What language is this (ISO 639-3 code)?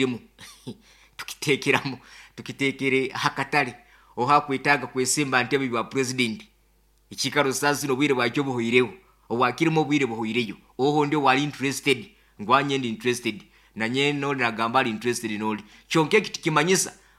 nyn